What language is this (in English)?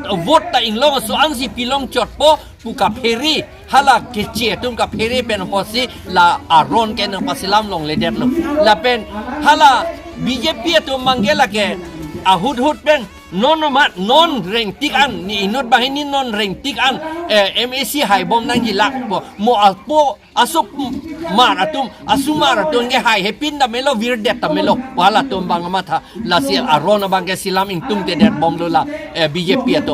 Karbi